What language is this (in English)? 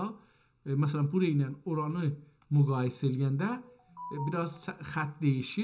South Azerbaijani